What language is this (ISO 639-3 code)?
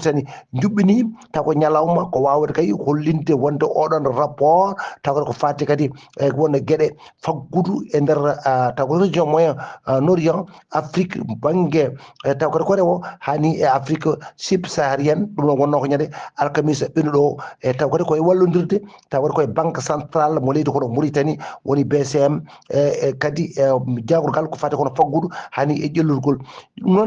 ful